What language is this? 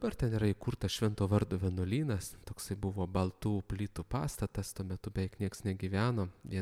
Lithuanian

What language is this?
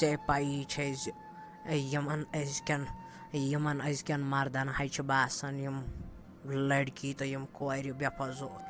Kashmiri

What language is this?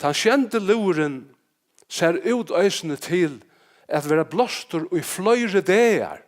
Faroese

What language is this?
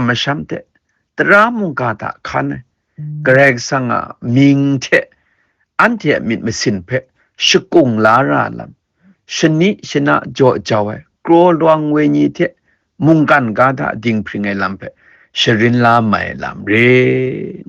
Kachin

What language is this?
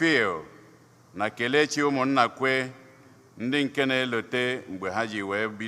Igbo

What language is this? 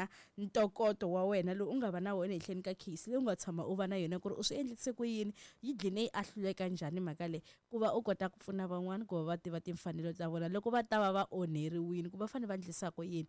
Tsonga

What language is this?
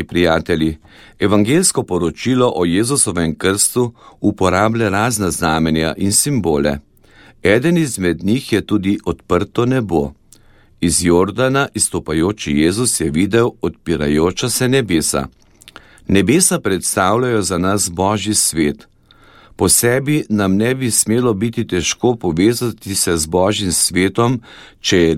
Slovenian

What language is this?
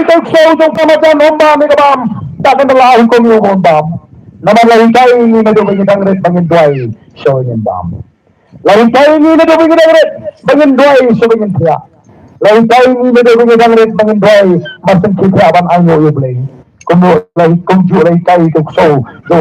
Khasi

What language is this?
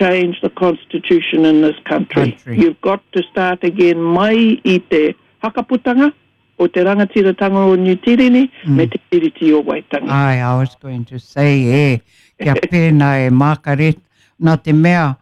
Māori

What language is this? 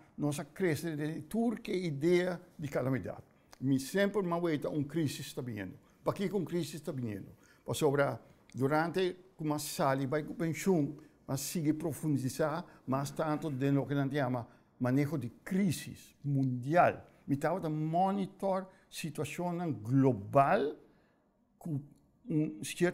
Papiamento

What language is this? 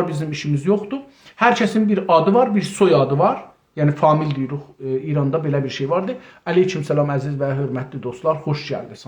South Azerbaijani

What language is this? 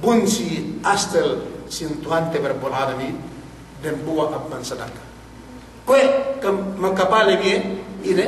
Yakan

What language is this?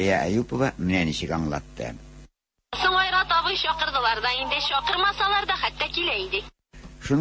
Tatar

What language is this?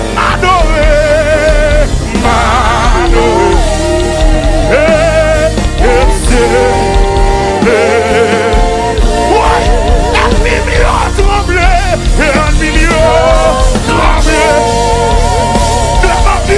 French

